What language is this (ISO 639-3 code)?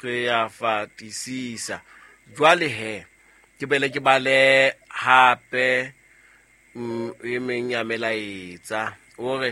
sot